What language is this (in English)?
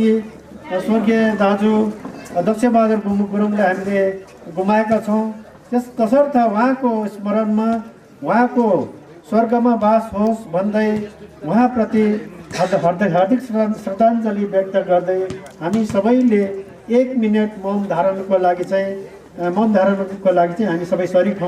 Nepali